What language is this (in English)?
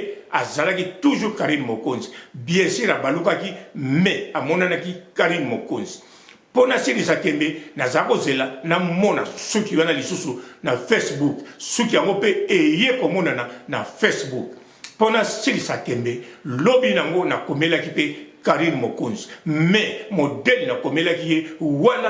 Lingala